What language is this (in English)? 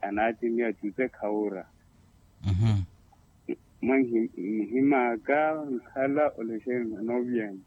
Makhuwa